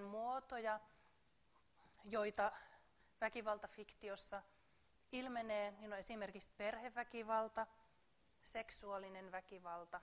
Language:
Finnish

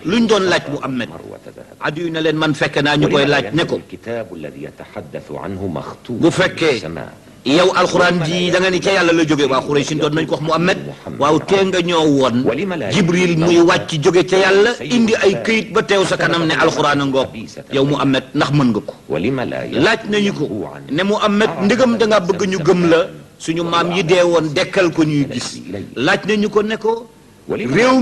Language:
Wolof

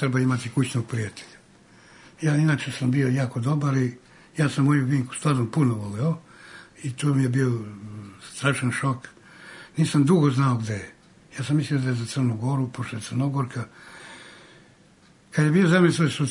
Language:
Serbian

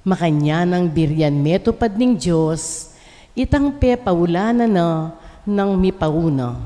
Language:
Pampanga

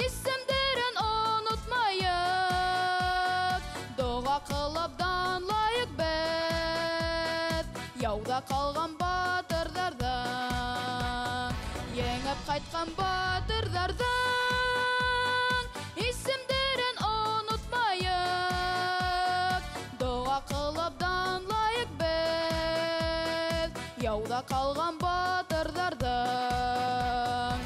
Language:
Bashkir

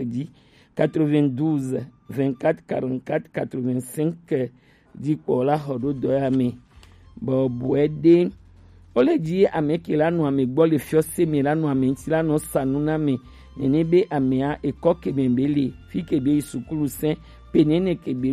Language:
Gen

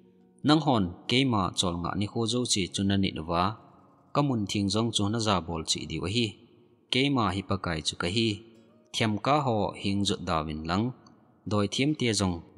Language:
Thado Chin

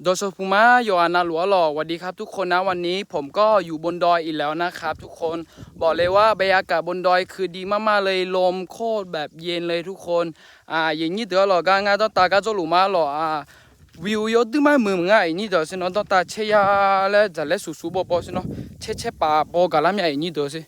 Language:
Akha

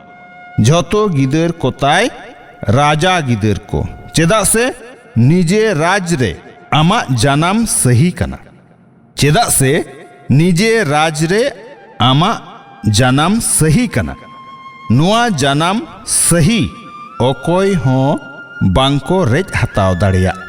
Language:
Santali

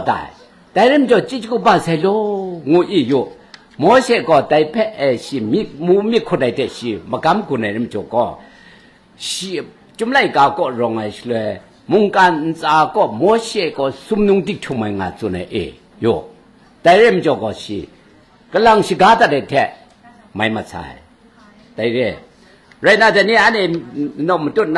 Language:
Kachin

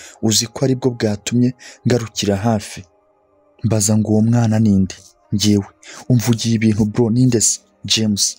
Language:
Kinyarwanda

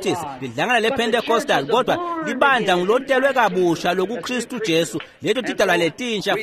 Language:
Swati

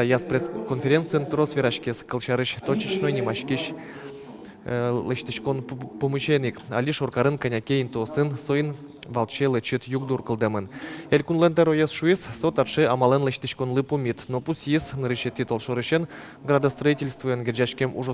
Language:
Udmurt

